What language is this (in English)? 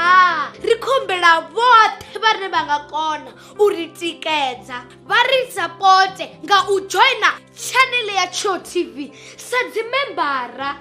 Venda